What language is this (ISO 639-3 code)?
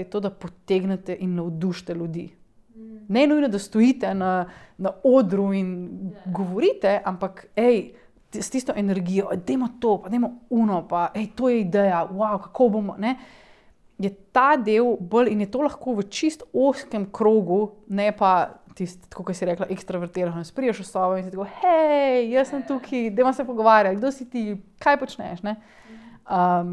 slv